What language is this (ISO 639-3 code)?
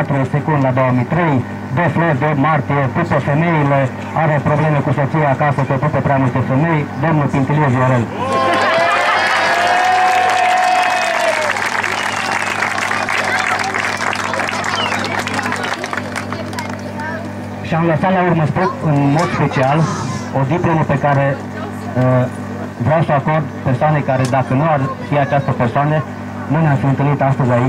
ron